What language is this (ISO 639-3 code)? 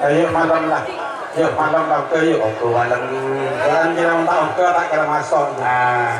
mad